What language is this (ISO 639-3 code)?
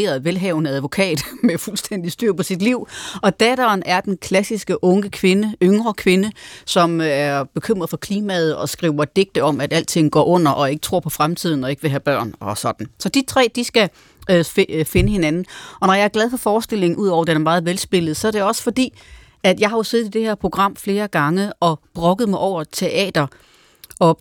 dan